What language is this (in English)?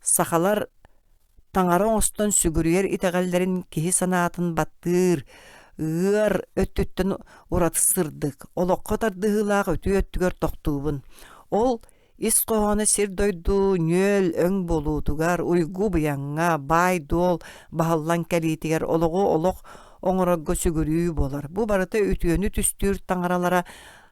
Yakut